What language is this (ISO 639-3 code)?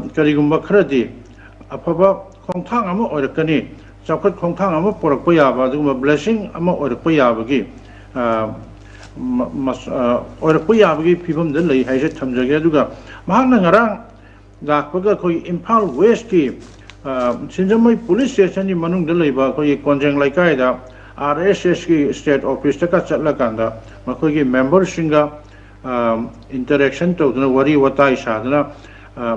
mni